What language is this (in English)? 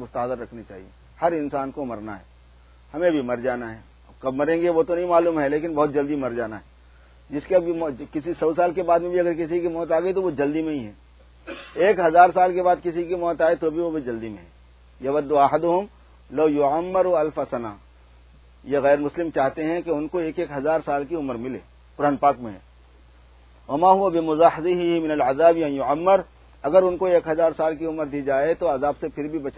Urdu